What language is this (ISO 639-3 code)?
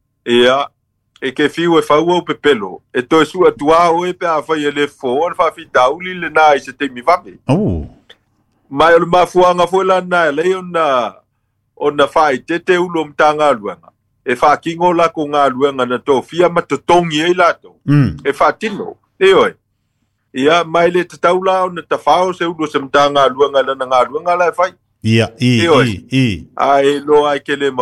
smo